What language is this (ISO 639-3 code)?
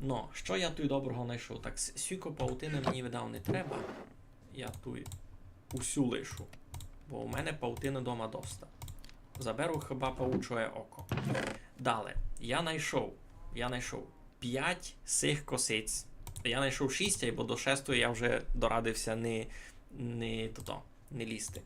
rue